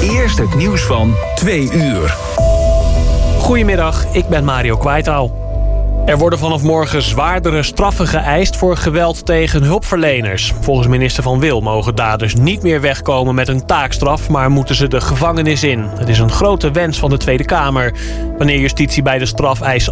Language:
Dutch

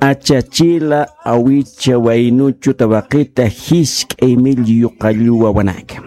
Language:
Aymara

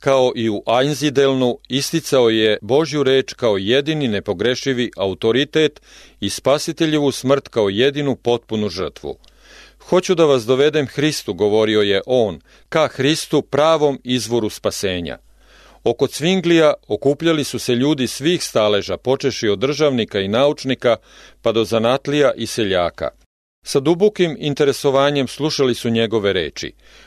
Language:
Serbian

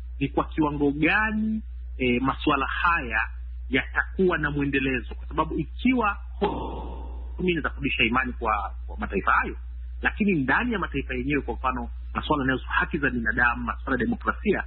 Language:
Swahili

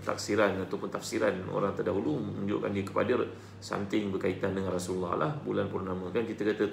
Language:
Malay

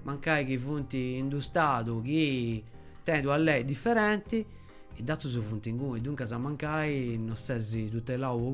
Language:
Sardinian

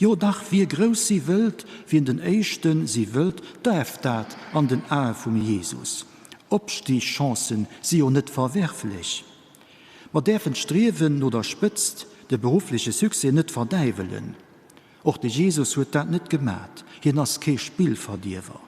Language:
Luxembourgish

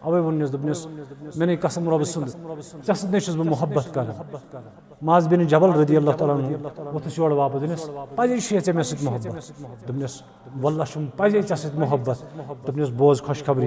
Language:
Kashmiri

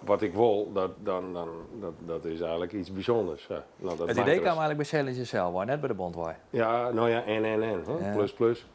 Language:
Western Frisian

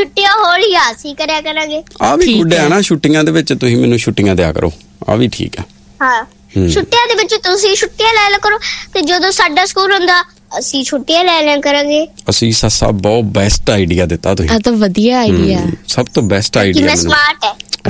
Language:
Punjabi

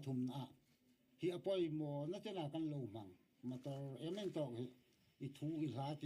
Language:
Hmar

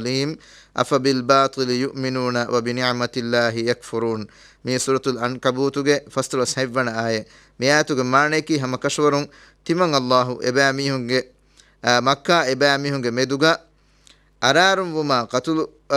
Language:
Divehi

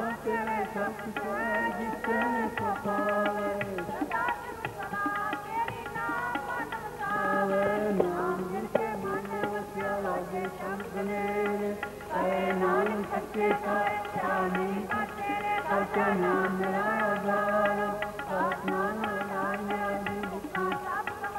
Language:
Punjabi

